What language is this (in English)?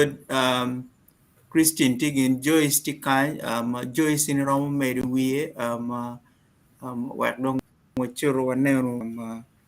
Acoli